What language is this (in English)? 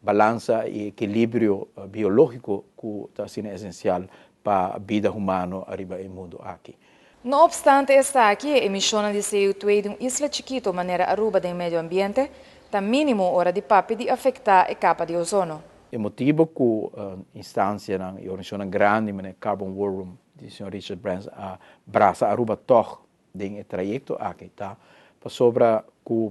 Papiamento